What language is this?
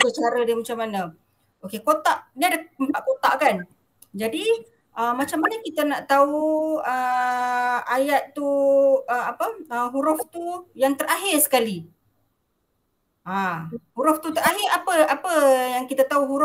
Malay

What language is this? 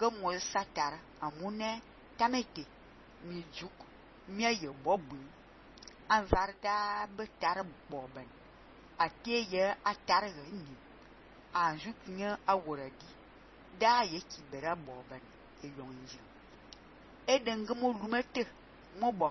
Fang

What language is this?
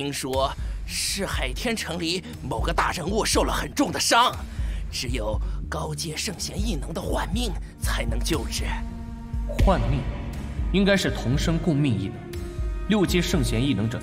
Chinese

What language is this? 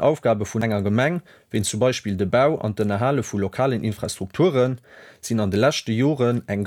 Luxembourgish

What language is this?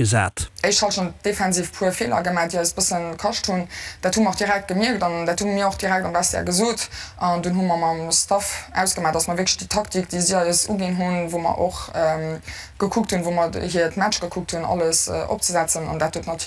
Luxembourgish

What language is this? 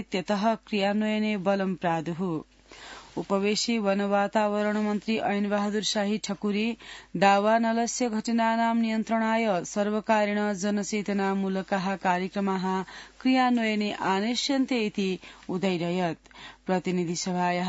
Sanskrit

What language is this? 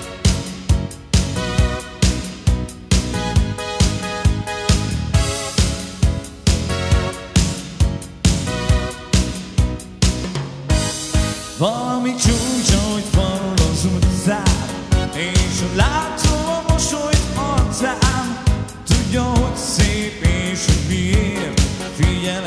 Hungarian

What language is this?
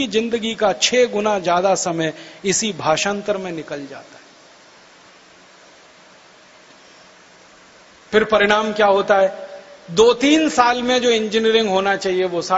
Hindi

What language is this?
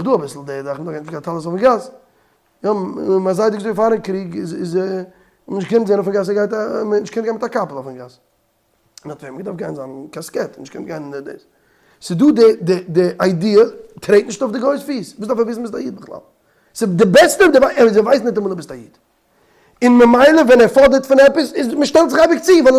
Yiddish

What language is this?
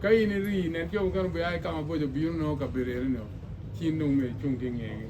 Acoli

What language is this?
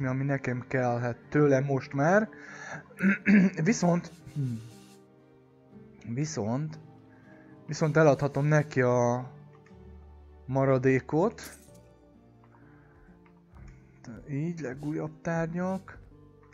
Hungarian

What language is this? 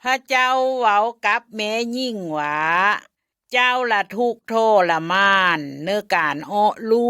Lao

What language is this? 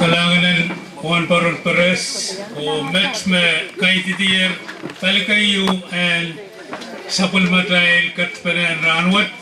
Pohnpeian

